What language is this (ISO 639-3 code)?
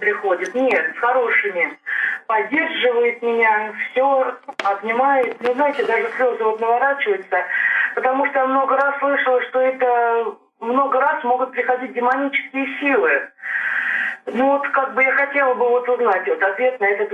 rus